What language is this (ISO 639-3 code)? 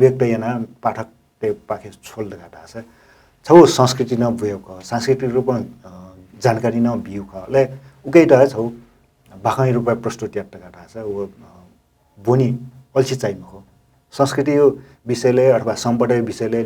new